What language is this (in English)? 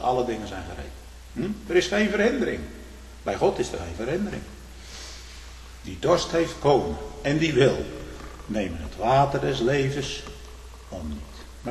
Dutch